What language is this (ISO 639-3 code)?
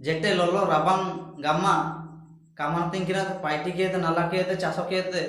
hoc